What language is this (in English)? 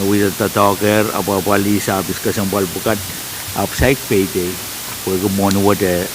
Pohnpeian